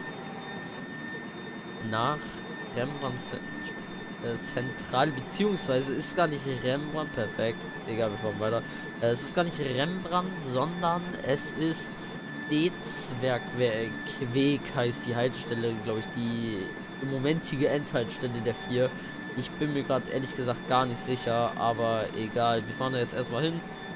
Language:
German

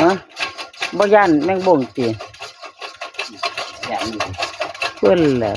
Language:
Northeastern Thai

